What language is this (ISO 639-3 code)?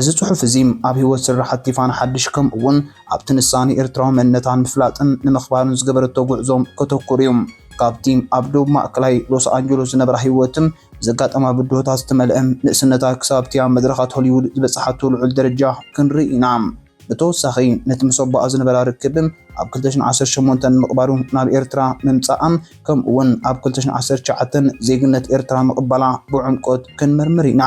tir